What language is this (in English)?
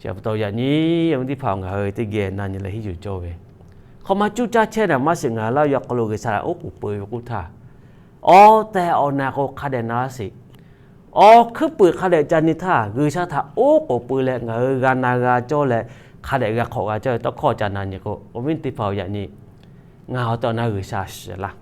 Lahu